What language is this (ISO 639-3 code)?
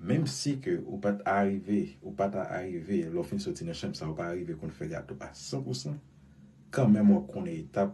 hat